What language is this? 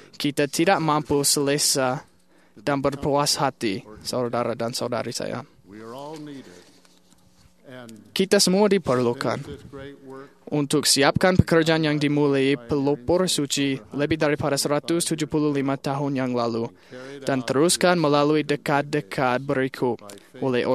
Malay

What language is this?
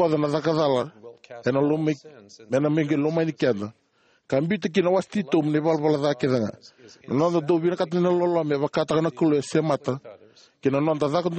Fijian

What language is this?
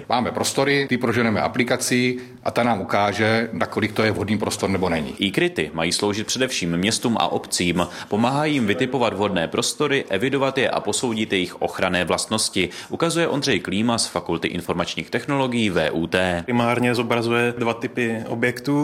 Czech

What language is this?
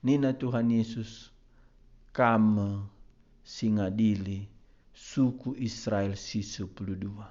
Batak Karo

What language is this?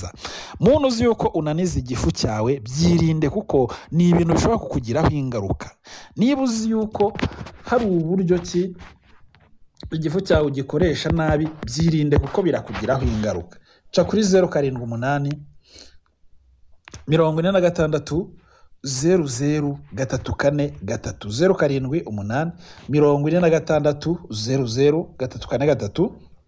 Kinyarwanda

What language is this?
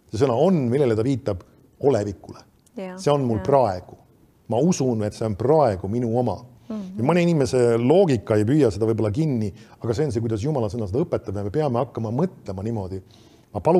Estonian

